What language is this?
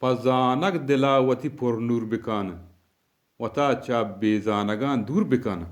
Eastern Balochi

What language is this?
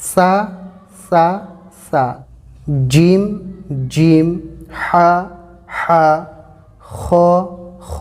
Assamese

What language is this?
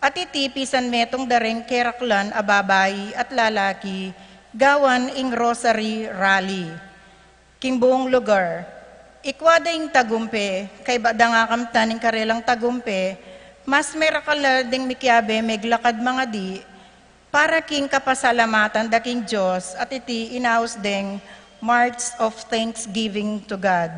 Pampanga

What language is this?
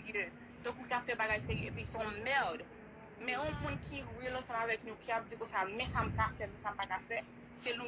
Haitian Creole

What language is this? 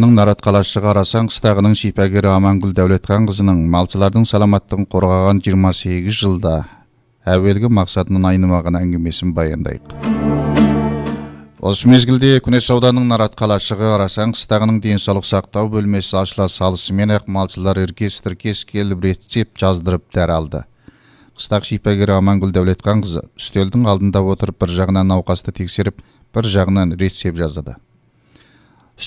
Kazakh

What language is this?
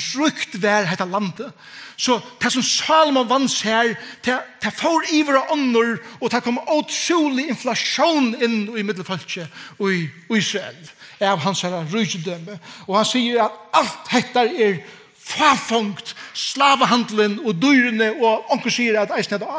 Faroese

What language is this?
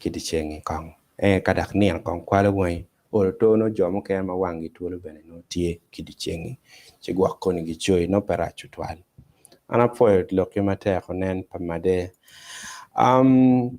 Acoli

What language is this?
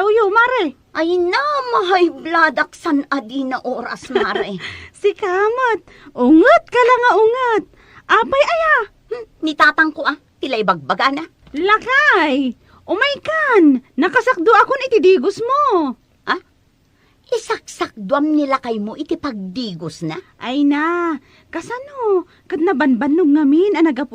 Iloko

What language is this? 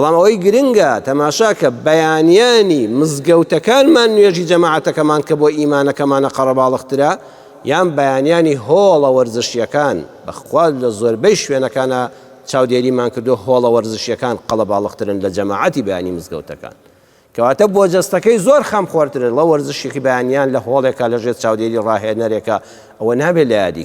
Central Kurdish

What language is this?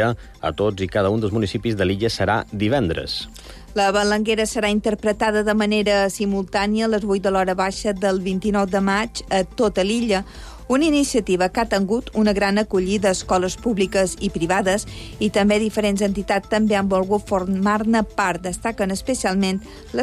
Catalan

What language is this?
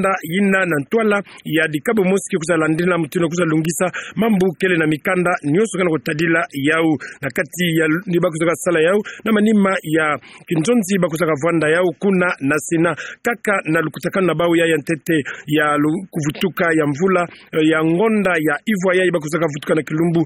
Kituba (Democratic Republic of Congo)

